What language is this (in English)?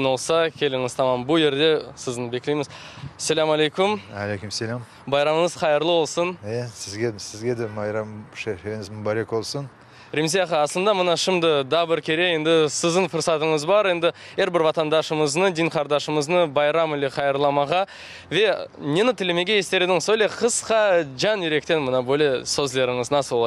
Crimean Tatar